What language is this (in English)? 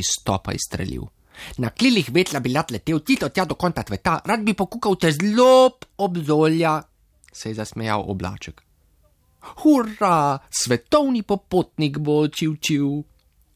Slovenian